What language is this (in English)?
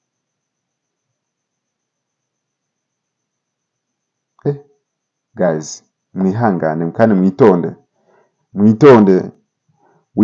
Kinyarwanda